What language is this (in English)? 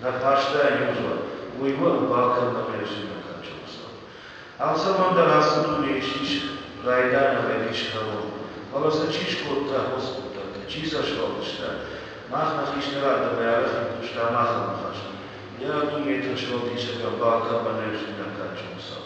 Ossetic